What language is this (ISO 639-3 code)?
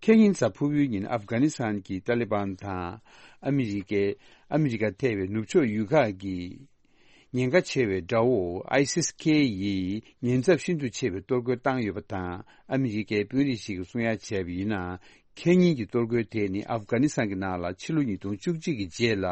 bod